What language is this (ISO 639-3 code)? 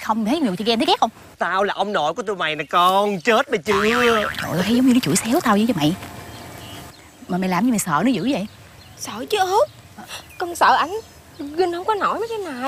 vie